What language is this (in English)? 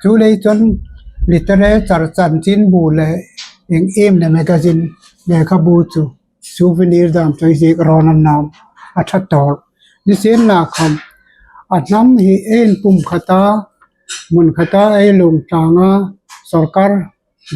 Hmar